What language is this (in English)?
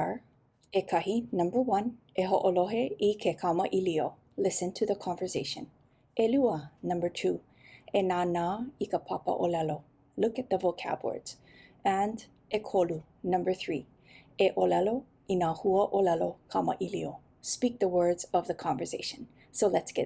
Hawaiian